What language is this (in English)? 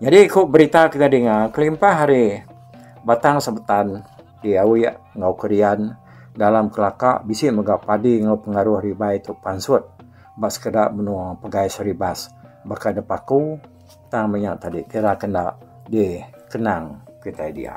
Iban